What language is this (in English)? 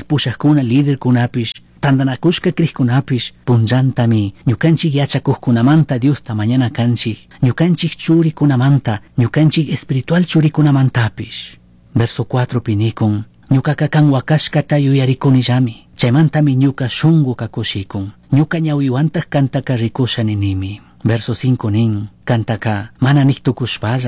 Chimborazo Highland Quichua